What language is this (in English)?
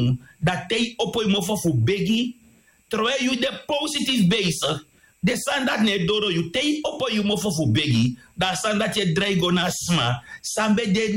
Sranan Tongo